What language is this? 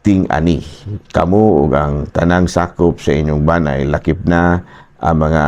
Cebuano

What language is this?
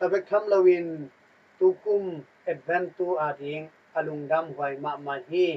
Tedim Chin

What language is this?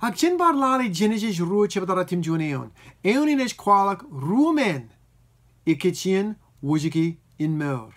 Marshallese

